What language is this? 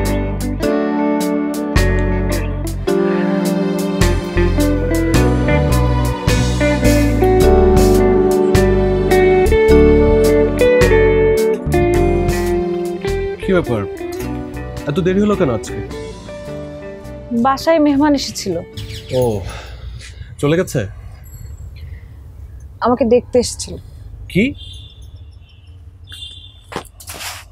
Bangla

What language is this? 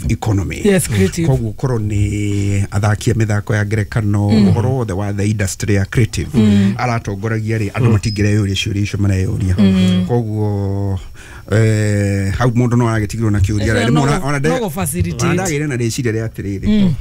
Kikuyu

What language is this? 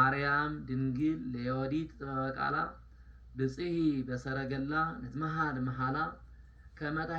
Amharic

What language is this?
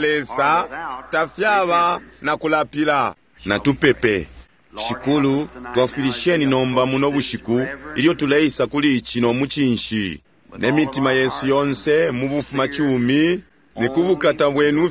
Bemba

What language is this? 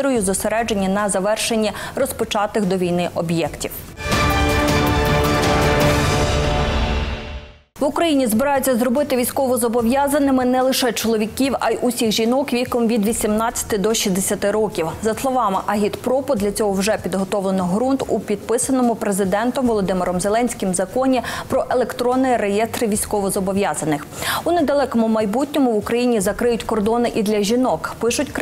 Ukrainian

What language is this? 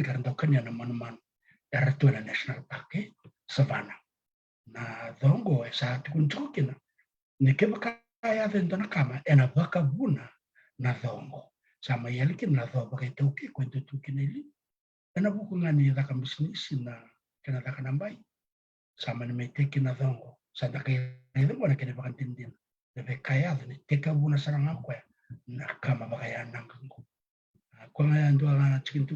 Fijian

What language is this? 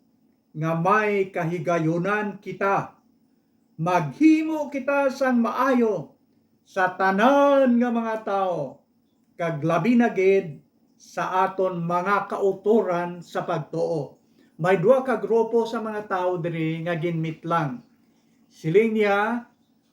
Hiligaynon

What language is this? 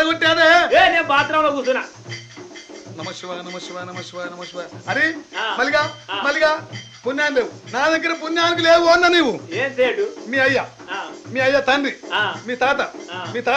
Telugu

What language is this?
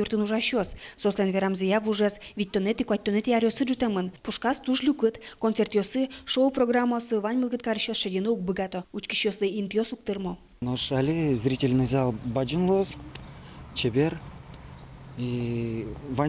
Udmurt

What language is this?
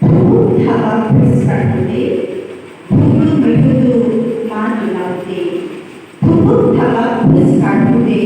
Assamese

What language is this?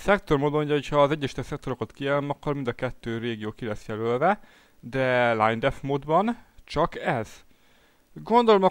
Hungarian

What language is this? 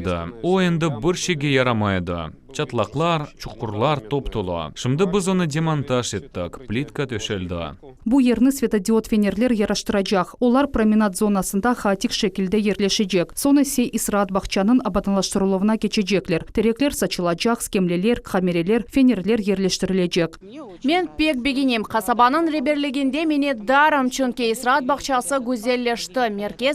Crimean Tatar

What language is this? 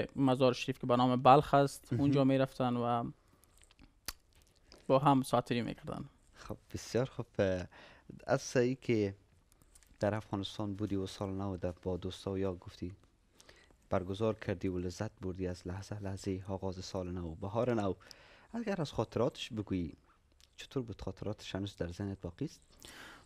Persian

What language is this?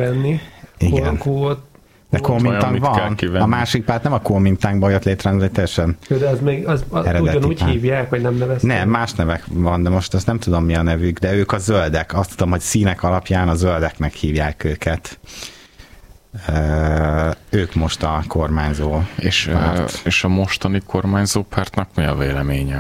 Hungarian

